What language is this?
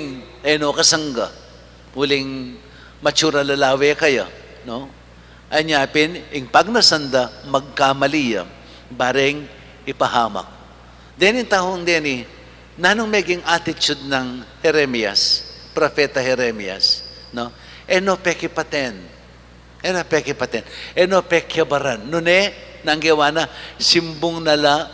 Pampanga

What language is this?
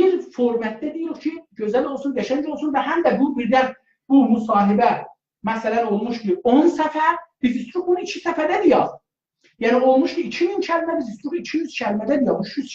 South Azerbaijani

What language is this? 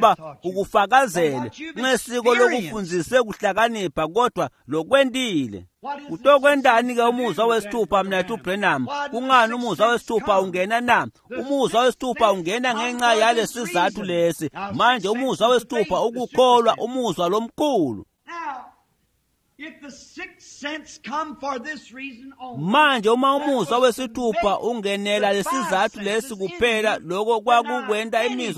Swati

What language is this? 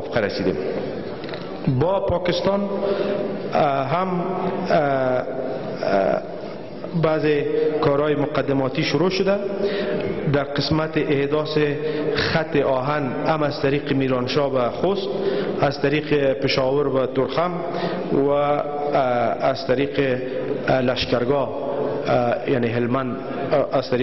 Persian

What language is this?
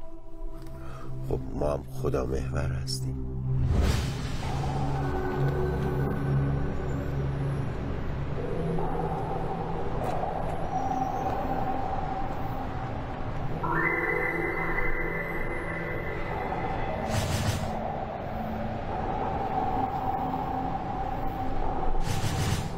Persian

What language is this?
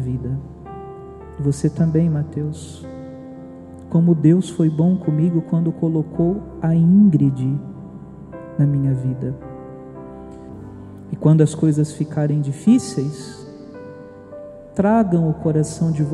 Portuguese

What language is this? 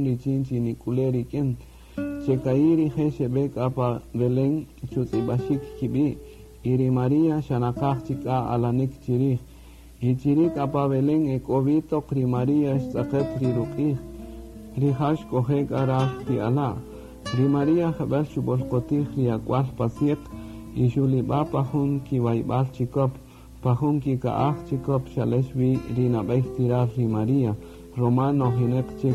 Kaqchikel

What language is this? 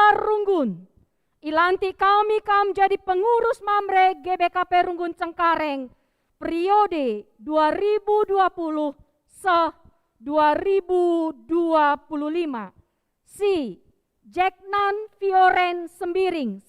Batak Karo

